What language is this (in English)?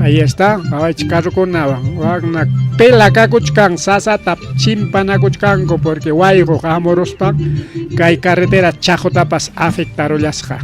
Ayacucho Quechua